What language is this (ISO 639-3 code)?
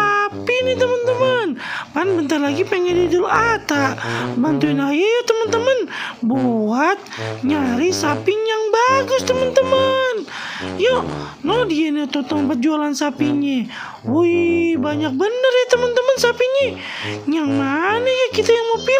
bew